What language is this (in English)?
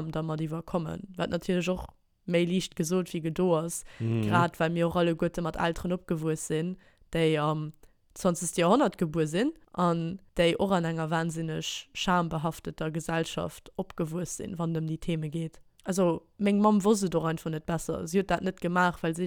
Luxembourgish